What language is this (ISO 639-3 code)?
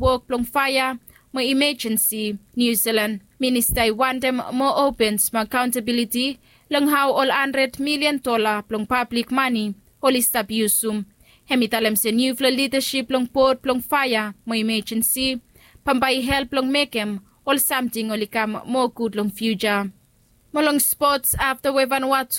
bis